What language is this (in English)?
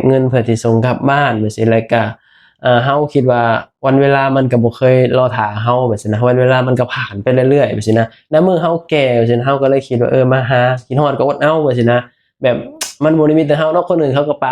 Lao